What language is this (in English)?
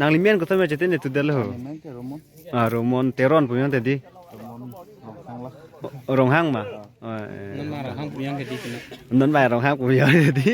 Karbi